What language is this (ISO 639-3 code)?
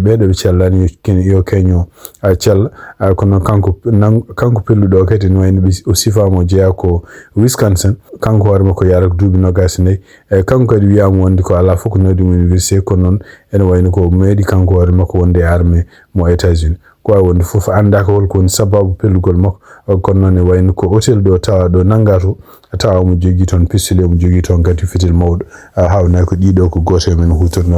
ful